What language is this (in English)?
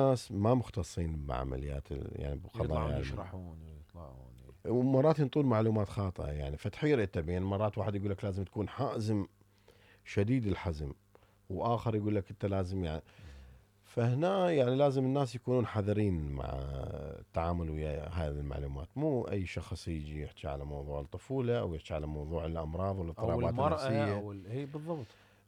Mesopotamian Arabic